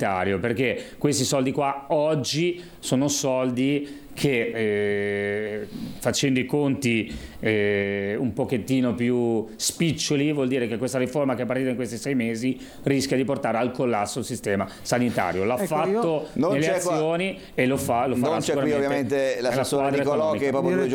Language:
Italian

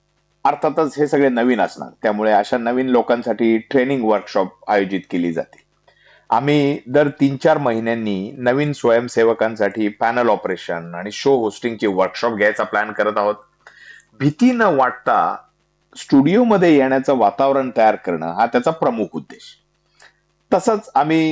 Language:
Marathi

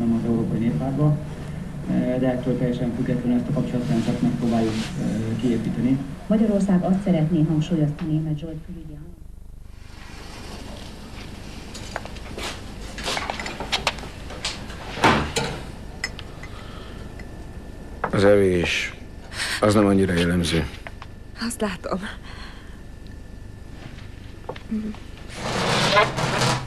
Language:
Hungarian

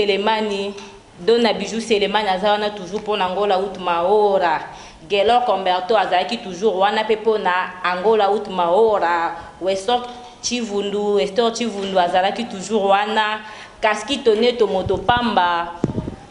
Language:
Lingala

